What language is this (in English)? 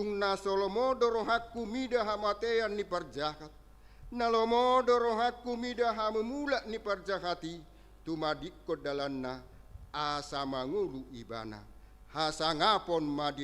Batak Toba